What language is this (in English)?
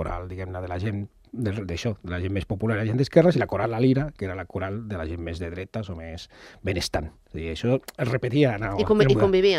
Catalan